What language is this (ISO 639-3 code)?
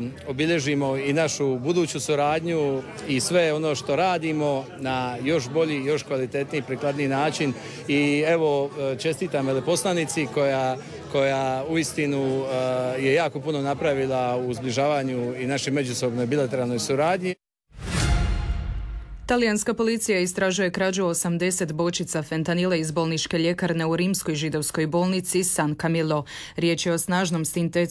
hrv